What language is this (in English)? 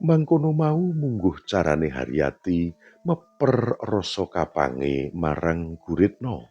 Javanese